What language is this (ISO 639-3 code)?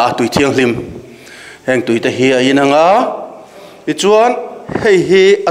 lus